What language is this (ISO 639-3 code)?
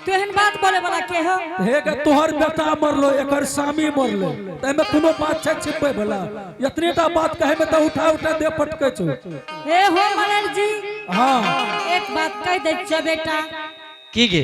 anp